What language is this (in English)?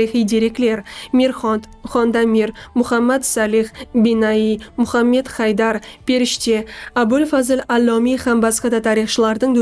Kara-Kalpak